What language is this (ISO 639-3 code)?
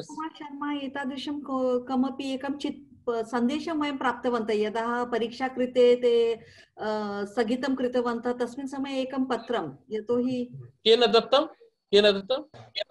san